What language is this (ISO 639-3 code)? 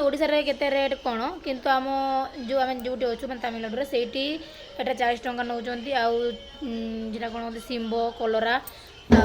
ori